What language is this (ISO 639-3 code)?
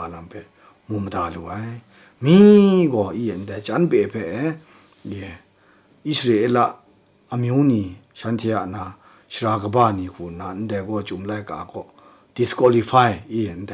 kac